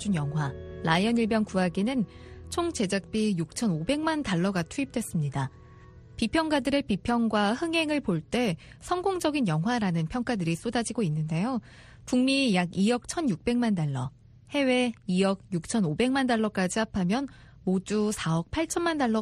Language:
Korean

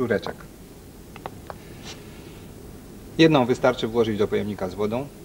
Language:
Polish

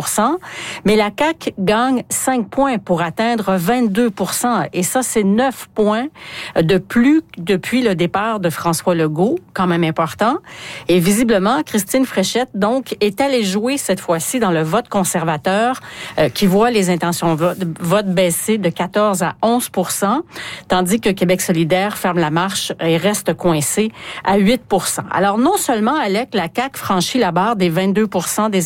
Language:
French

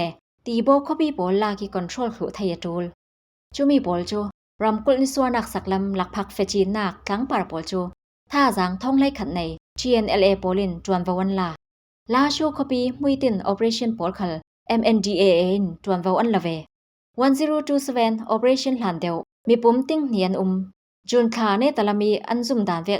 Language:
Falam Chin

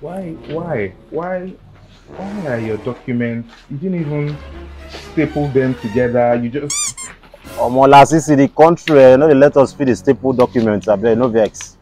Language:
Nigerian Pidgin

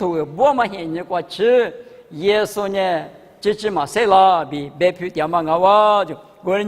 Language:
Lisu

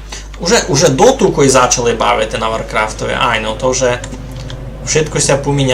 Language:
Rusyn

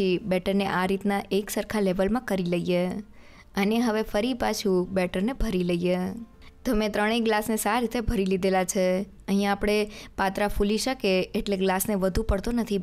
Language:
Gujarati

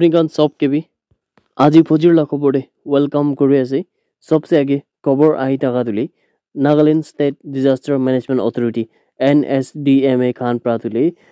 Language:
Naga Pidgin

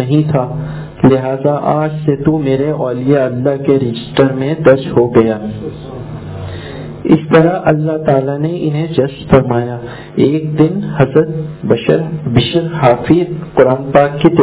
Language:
Urdu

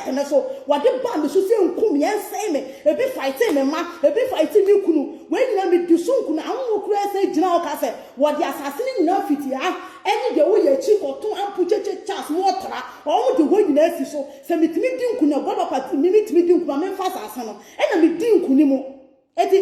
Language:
Akan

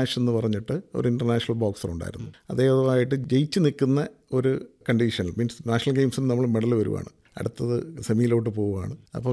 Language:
Malayalam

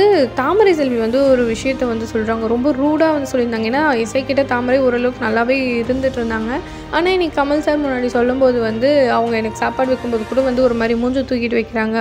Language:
Tamil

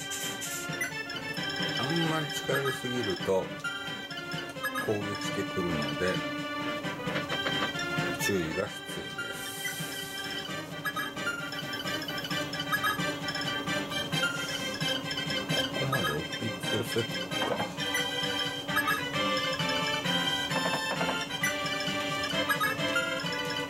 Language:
Japanese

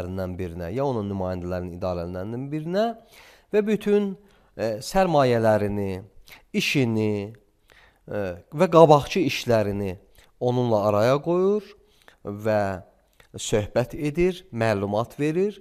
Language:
Azerbaijani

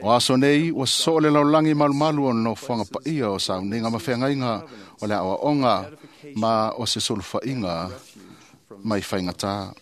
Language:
Samoan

